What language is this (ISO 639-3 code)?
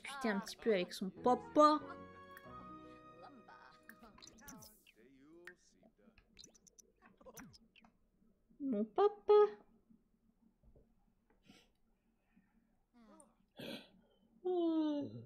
fra